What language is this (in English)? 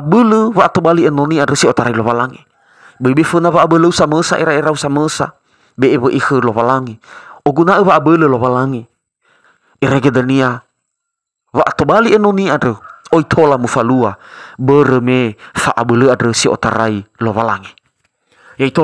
Nias